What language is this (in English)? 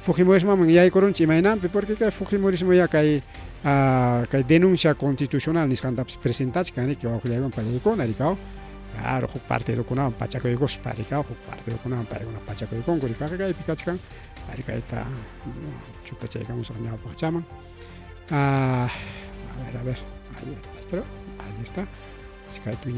Ayacucho Quechua